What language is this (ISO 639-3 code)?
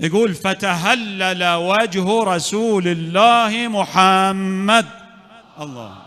acm